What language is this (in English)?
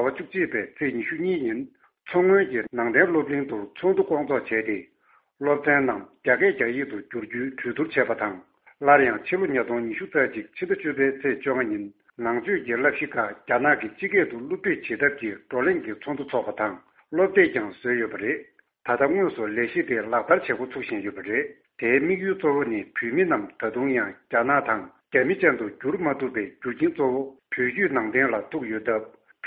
Tibetan